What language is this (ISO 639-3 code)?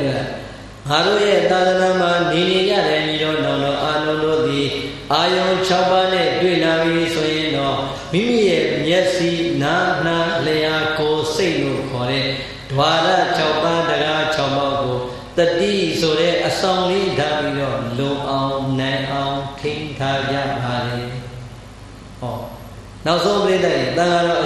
mya